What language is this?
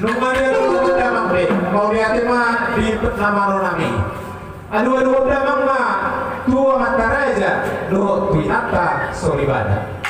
Batak Toba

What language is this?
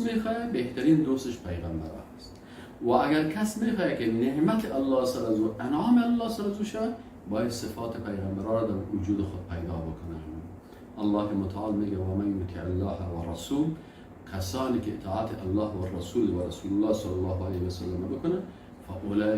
Persian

